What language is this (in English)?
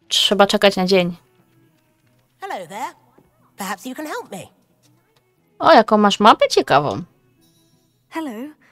Polish